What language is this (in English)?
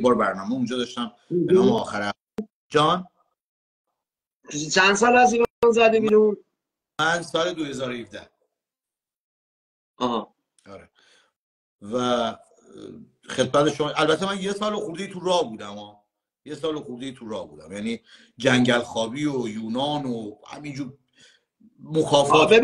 Persian